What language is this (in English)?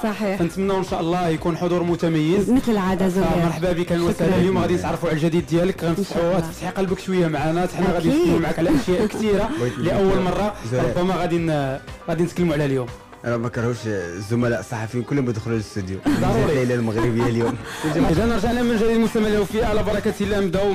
Moroccan Arabic